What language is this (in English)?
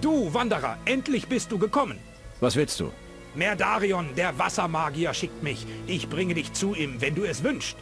Bavarian